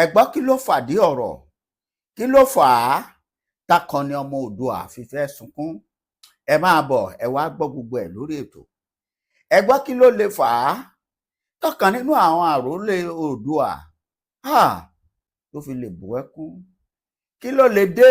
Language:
Yoruba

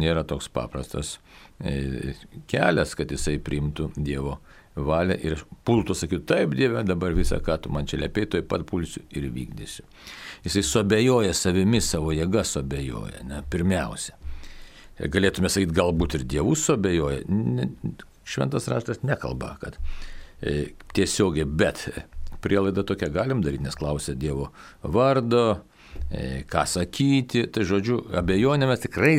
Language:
Lithuanian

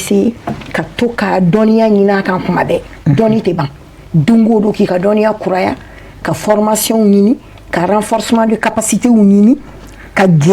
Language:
Bambara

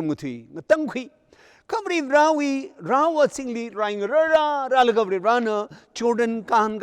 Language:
Tangkhul Naga (India)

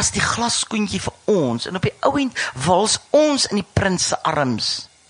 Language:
Afrikaans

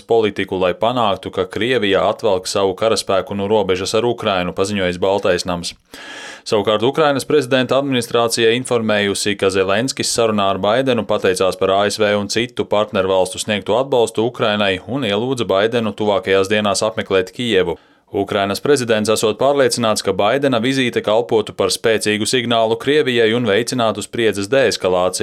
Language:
Latvian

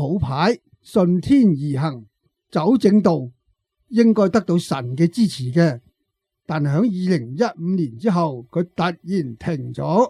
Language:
Cantonese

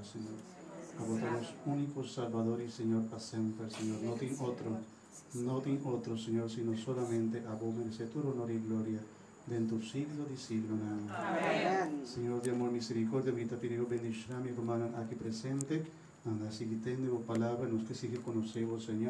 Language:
Papiamento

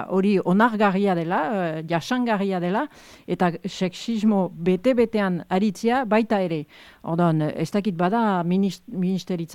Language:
Basque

